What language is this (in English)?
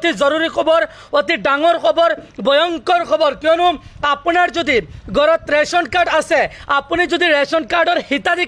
Assamese